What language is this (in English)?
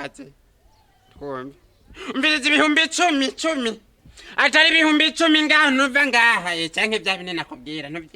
Rundi